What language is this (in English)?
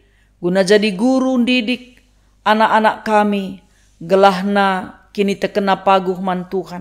Batak Karo